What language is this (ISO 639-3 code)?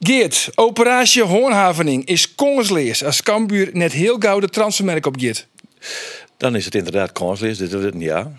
fry